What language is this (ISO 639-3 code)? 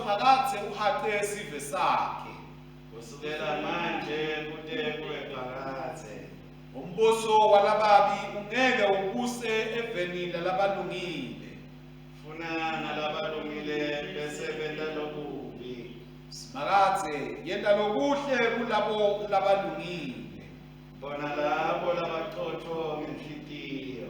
ssw